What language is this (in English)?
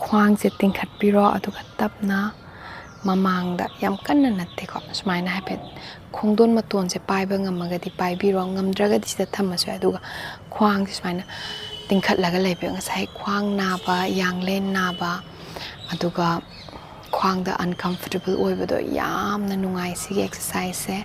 Manipuri